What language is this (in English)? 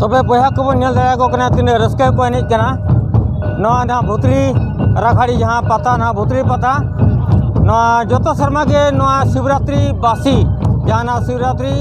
Santali